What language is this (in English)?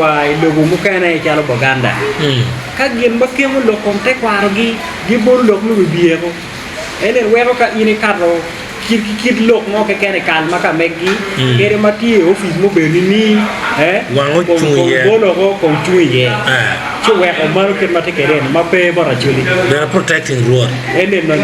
Acoli